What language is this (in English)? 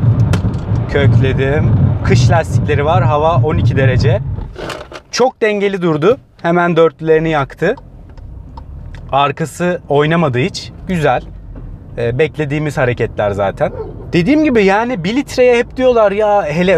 Turkish